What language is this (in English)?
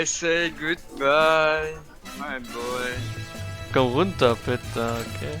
Luxembourgish